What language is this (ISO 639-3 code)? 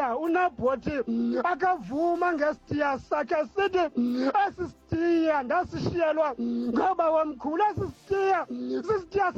xho